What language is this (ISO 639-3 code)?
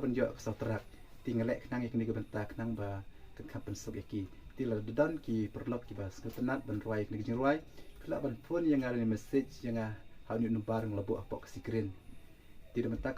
kha